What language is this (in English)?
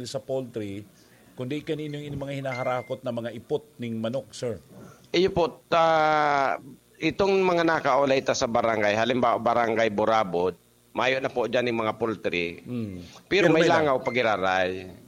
Bikol